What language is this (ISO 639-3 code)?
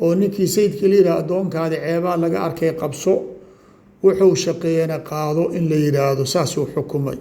som